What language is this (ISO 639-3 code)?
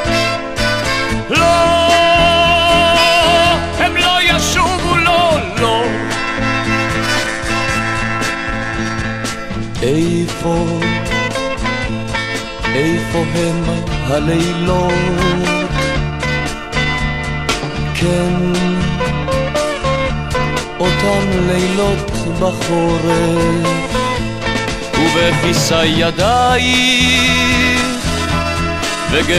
heb